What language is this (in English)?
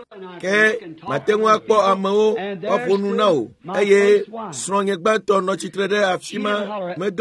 Ewe